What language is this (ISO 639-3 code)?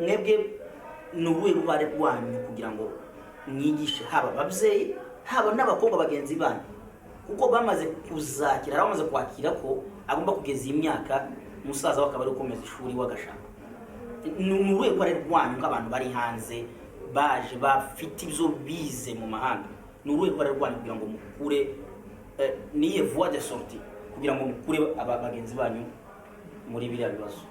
kin